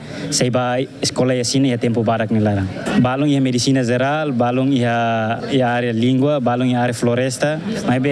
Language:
Tetum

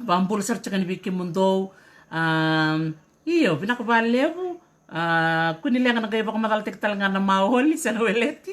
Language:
Fijian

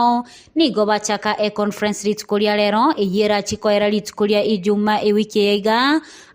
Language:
Gusii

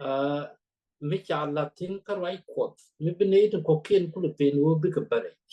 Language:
Nuer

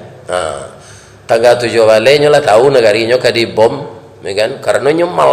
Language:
Minangkabau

